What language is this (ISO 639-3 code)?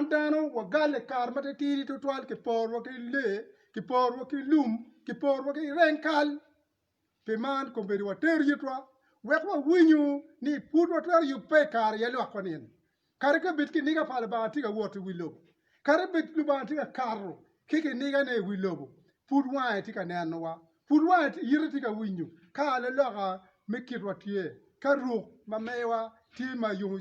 ach